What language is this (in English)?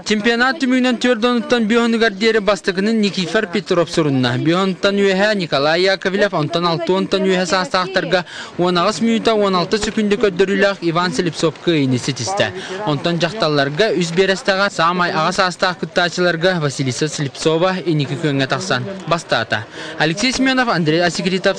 Yakut